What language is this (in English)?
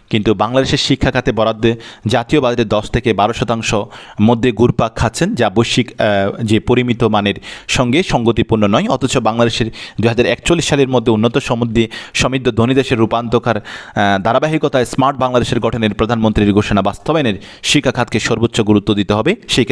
Bangla